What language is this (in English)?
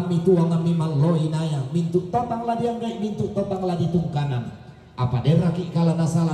Toraja-Sa'dan